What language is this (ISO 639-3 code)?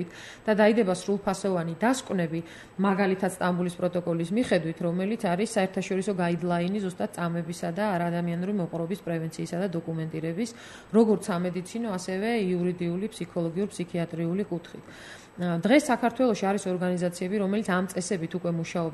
kat